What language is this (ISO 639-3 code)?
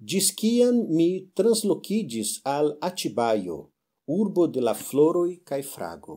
epo